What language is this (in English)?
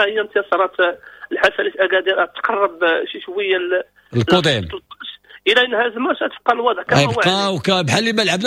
Moroccan Arabic